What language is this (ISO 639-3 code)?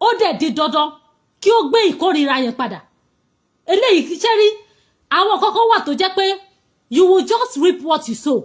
yor